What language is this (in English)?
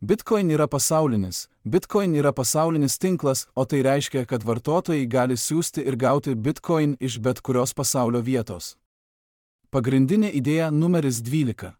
Lithuanian